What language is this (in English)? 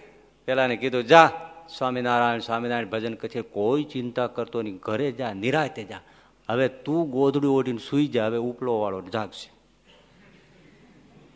Gujarati